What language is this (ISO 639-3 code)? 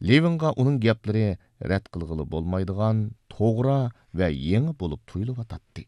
uig